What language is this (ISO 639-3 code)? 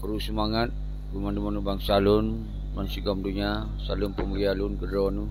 ace